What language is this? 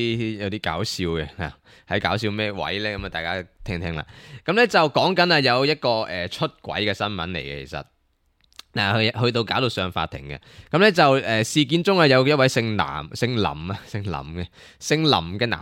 Cantonese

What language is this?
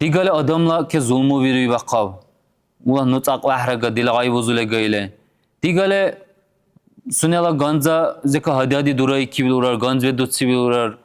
Dargwa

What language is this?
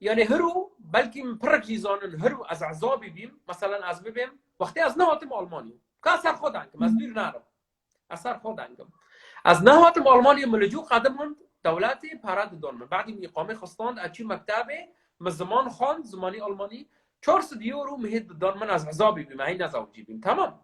Kurdish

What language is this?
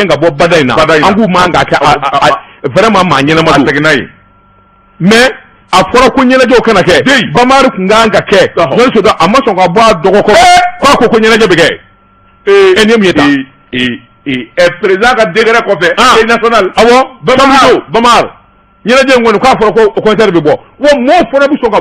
Bambara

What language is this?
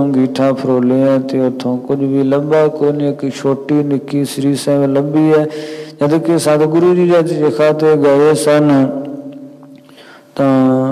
Punjabi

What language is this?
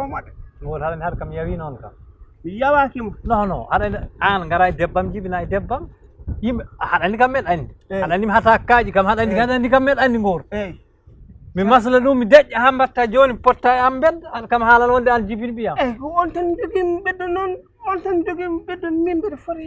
Fula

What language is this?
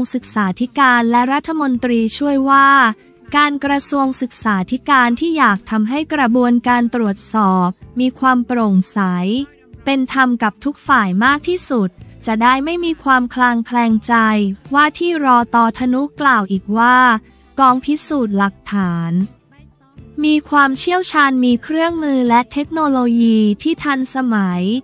Thai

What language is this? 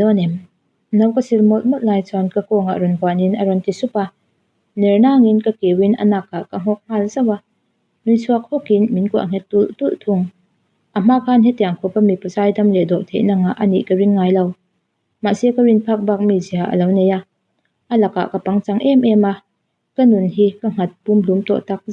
Mizo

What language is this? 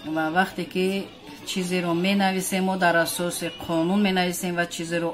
Tajik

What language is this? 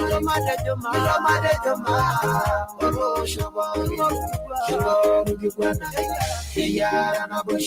Masai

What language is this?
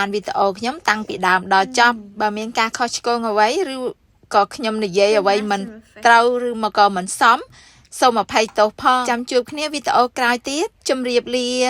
Khmer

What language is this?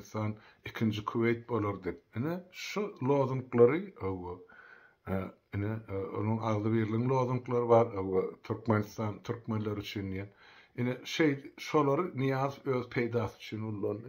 Turkmen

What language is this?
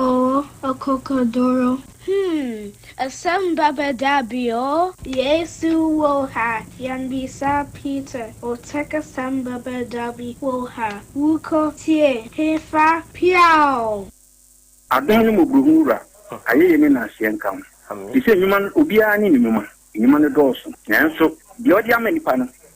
Akan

